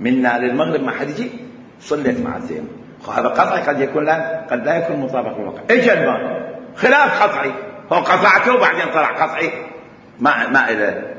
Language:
Mesopotamian Arabic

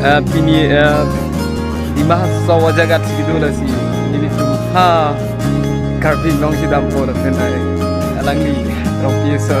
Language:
Karbi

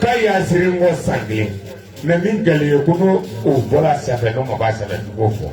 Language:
Bambara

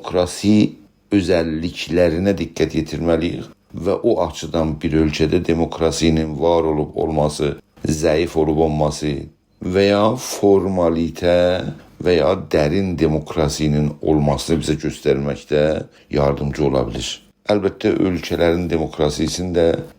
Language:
South Azerbaijani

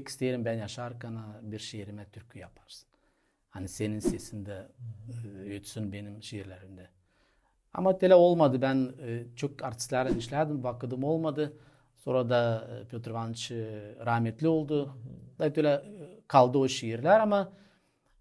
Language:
Gagauz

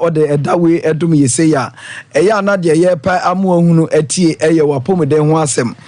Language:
Akan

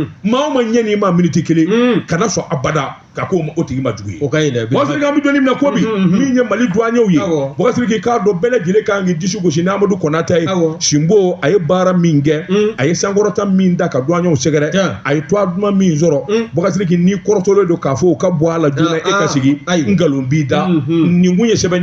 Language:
Bambara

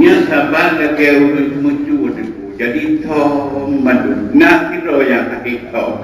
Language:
Achinese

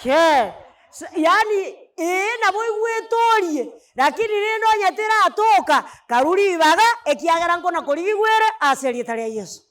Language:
Gusii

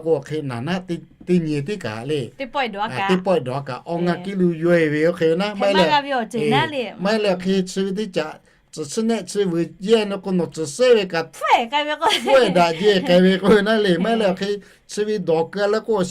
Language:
Lahu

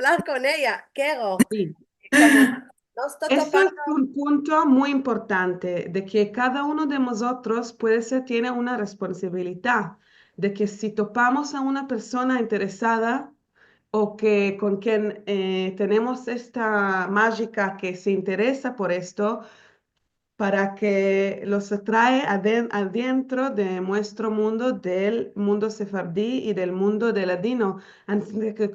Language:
Ladino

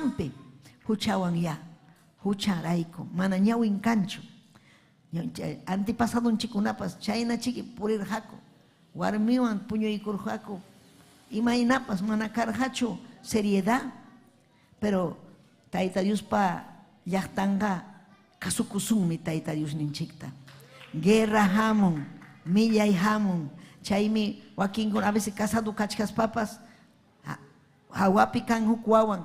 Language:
Ayacucho Quechua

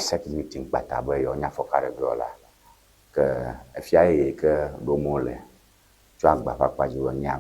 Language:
Ewe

